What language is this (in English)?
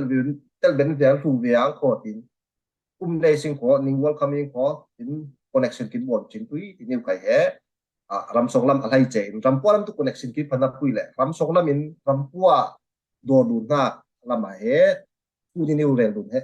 Falam Chin